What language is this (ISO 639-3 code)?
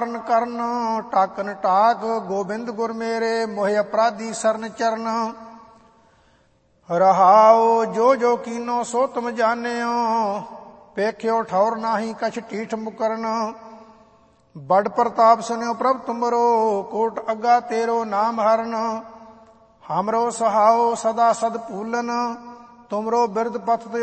pan